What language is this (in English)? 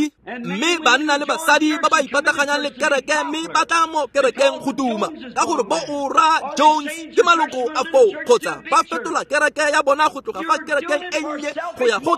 Tswana